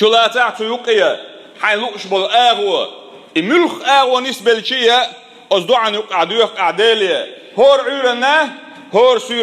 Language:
Chechen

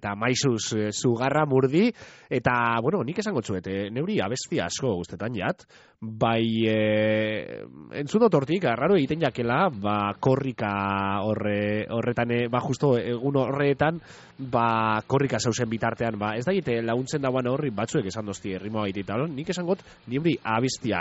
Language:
Basque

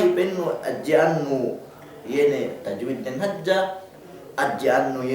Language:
Yakan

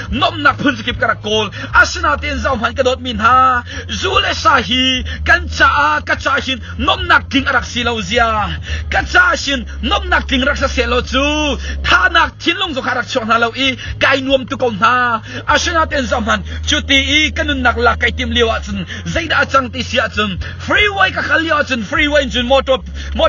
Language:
Hakha Chin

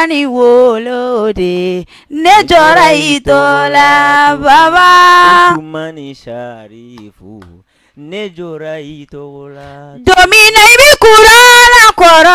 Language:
Bambara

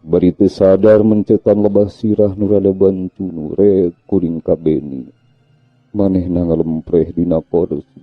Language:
Sundanese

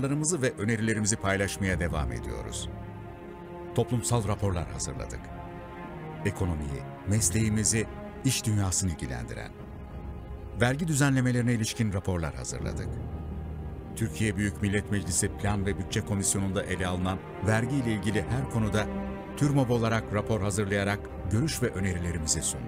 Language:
Turkish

